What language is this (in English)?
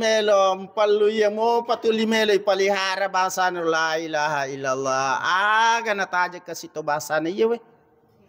Buginese